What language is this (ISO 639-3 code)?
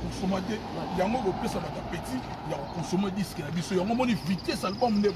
lin